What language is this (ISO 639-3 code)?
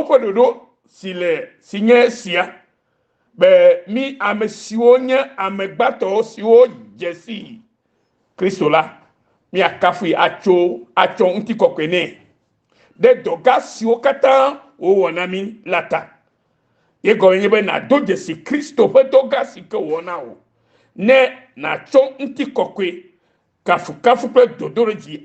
ewe